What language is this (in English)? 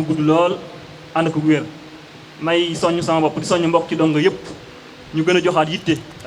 Wolof